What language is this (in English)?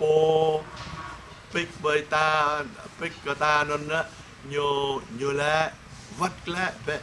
Jarai